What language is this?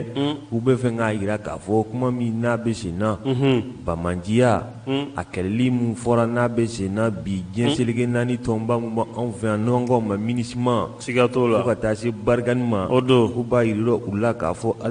Bambara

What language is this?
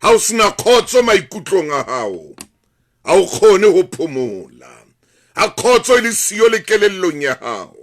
Southern Sotho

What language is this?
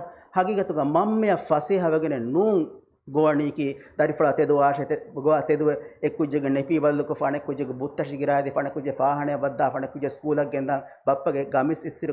Divehi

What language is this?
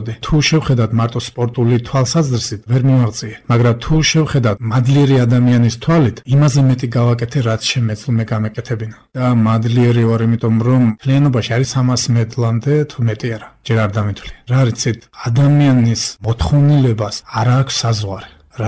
Georgian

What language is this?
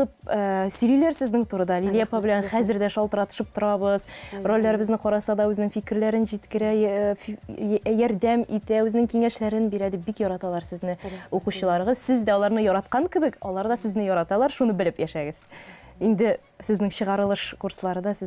Tatar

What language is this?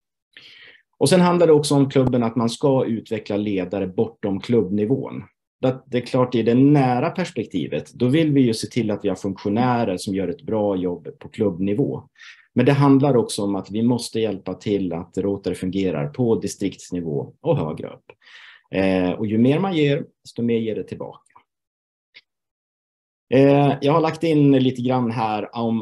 Swedish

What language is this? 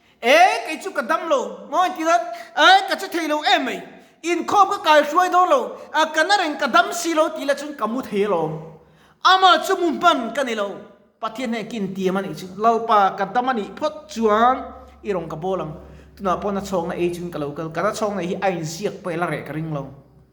Mizo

